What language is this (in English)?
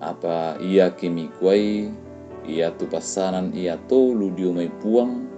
Toraja-Sa'dan